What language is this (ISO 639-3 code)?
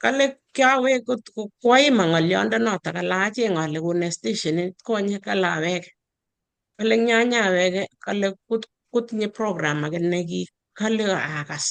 kln